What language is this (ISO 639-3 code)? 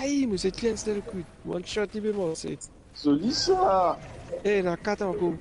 mfe